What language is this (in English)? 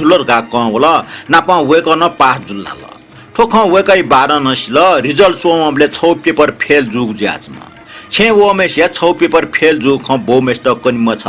Newari